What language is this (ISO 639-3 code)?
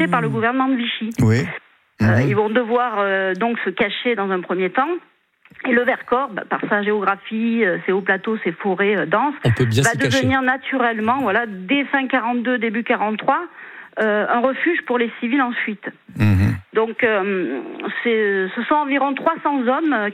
fra